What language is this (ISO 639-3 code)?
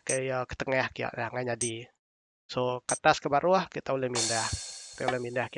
iba